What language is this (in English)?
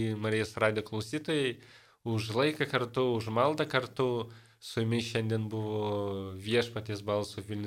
Lithuanian